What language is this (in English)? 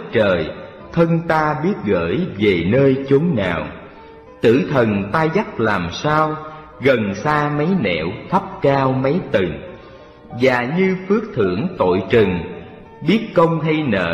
Vietnamese